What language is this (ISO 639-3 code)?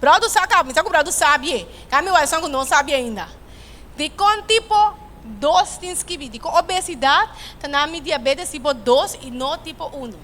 pap